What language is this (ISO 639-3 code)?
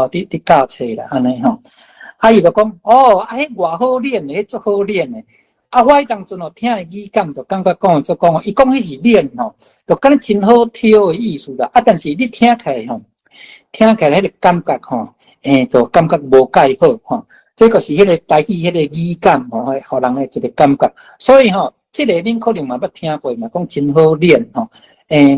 nan